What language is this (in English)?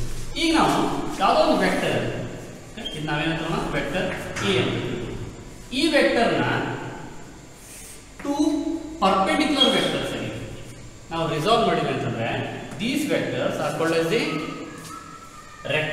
Kannada